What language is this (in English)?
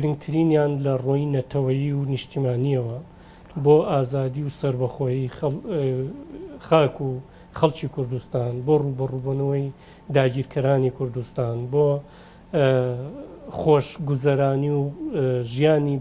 Central Kurdish